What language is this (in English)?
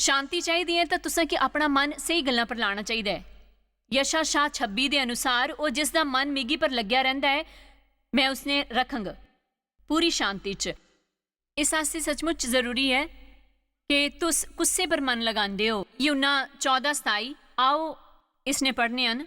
Dogri